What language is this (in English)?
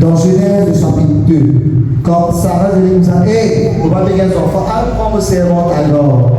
Morisyen